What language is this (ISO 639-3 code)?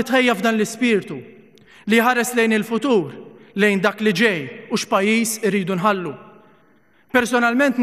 mlt